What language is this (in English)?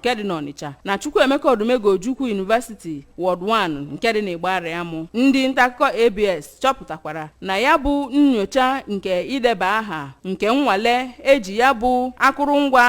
Igbo